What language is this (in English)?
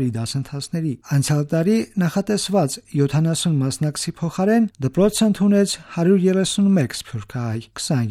Armenian